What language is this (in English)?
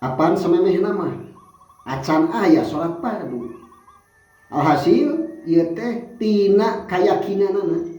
Sundanese